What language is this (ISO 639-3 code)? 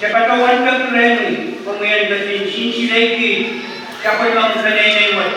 pon